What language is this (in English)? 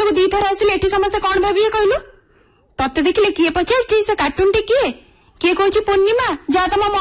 Odia